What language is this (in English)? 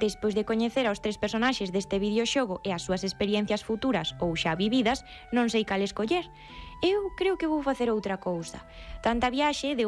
Galician